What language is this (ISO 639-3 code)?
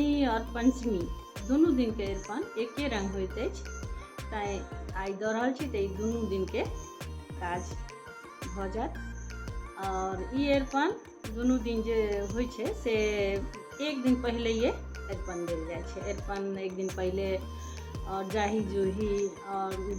mai